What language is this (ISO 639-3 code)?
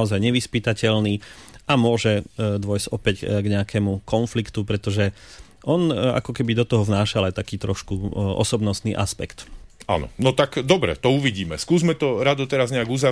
slk